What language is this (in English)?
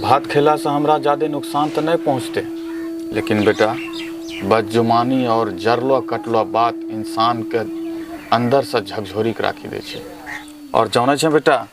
Angika